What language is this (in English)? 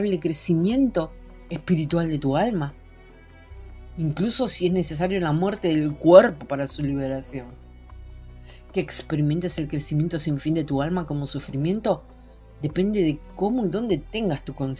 Spanish